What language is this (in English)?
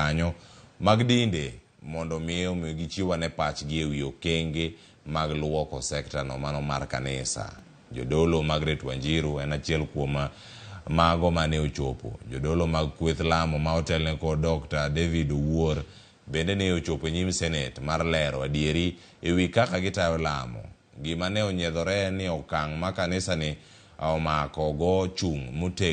Luo (Kenya and Tanzania)